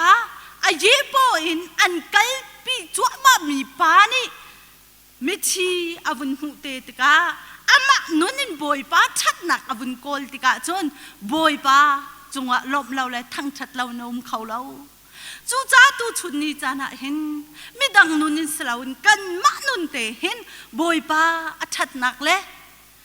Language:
Hakha Chin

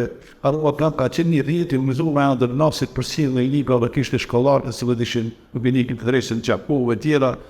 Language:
Albanian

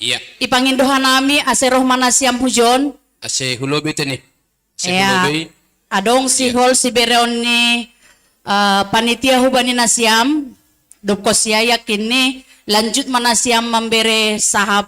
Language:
Batak Simalungun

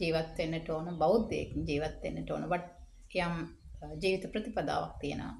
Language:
Sinhala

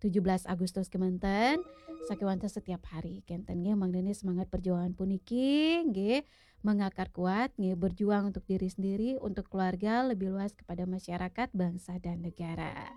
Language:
Balinese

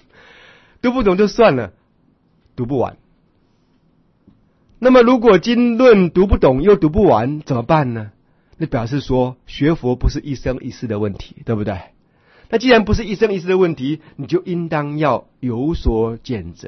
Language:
Chinese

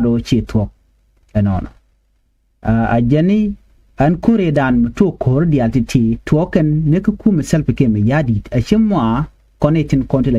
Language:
Nuer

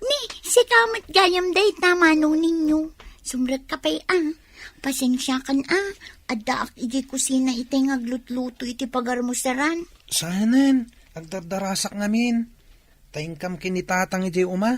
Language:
Iloko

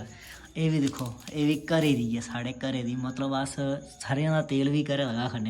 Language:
Dogri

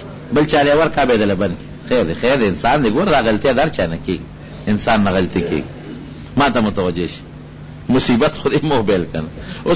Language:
Pashto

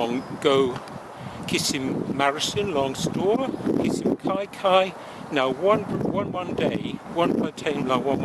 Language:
Tok Pisin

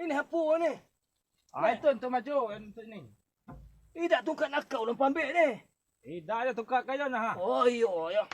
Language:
Minangkabau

